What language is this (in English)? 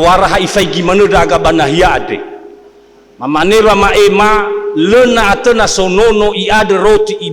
Nias